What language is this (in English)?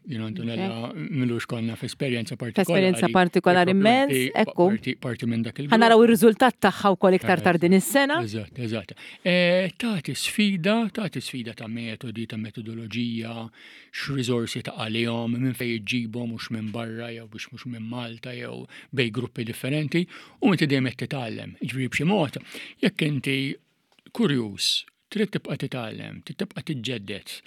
Maltese